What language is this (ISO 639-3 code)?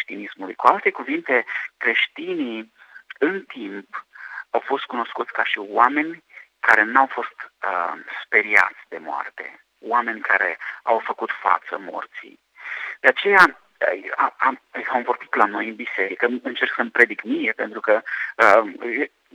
ron